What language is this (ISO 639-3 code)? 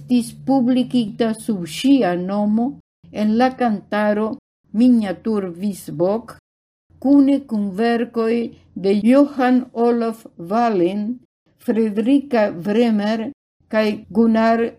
epo